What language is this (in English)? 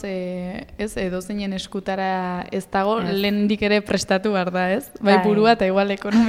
Basque